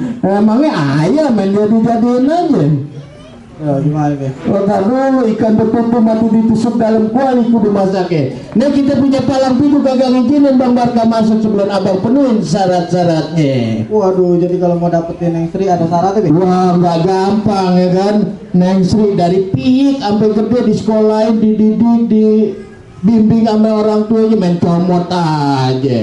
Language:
Betawi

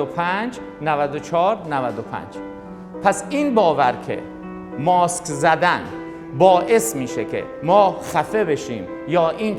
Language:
Persian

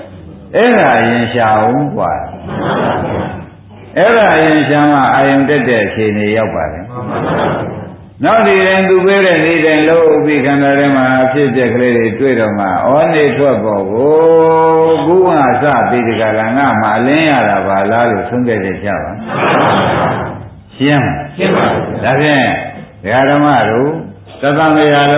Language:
Burmese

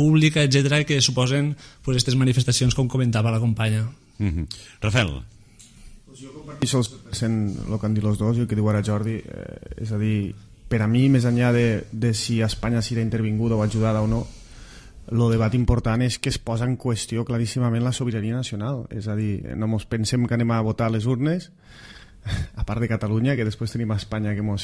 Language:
Catalan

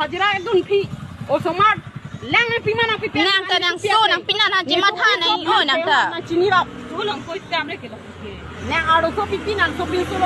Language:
Karbi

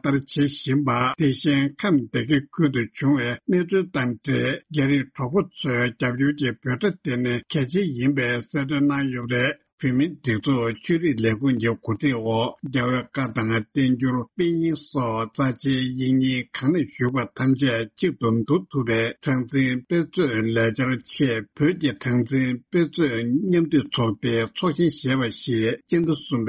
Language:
Tibetan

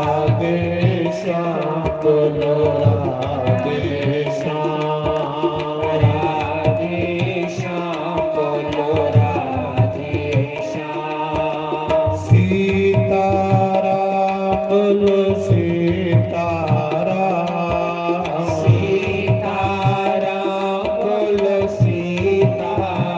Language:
Dogri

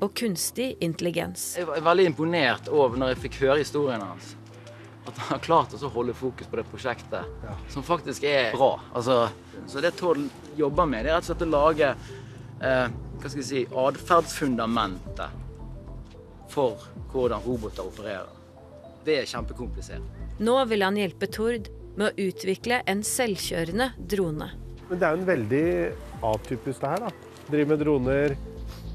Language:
Norwegian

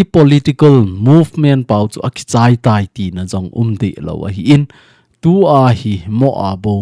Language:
Thado Chin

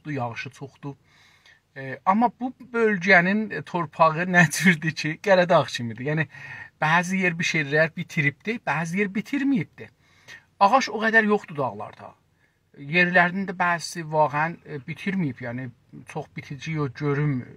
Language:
South Azerbaijani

